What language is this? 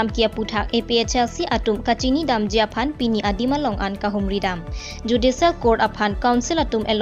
Karbi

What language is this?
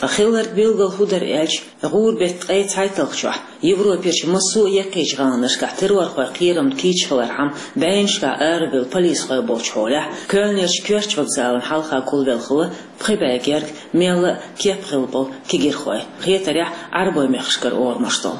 Chechen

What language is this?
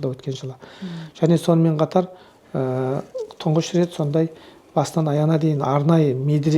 Kazakh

